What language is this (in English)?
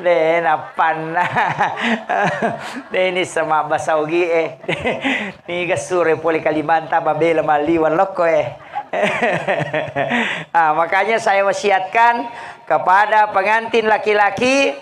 Buginese